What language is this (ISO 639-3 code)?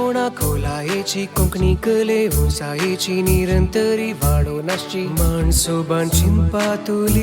kok